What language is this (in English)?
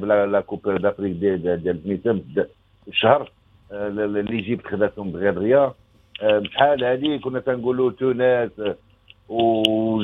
Moroccan Arabic